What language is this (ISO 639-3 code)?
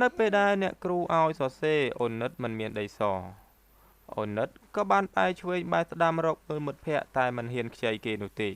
khm